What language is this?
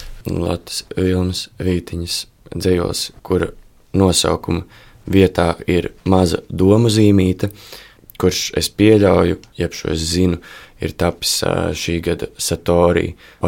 Latvian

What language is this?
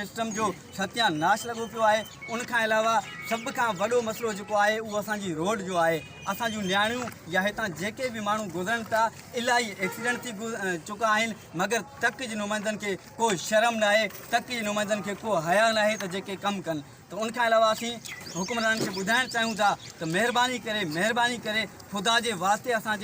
Sindhi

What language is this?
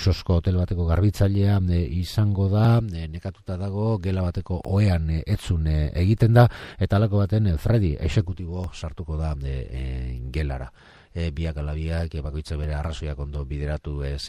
Basque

